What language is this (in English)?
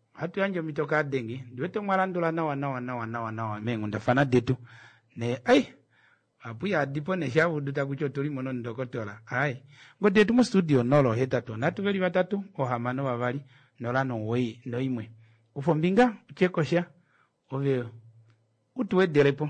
Kuanyama